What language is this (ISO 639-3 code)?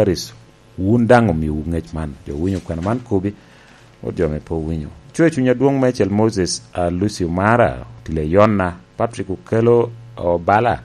laj